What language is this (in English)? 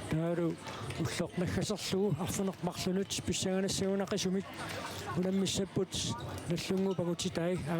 Kalaallisut